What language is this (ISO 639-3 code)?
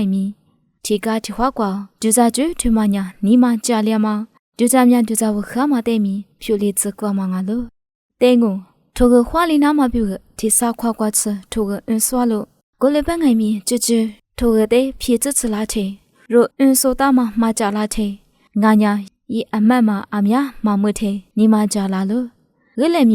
lis